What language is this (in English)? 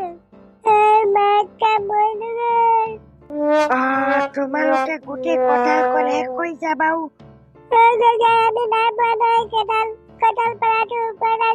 Assamese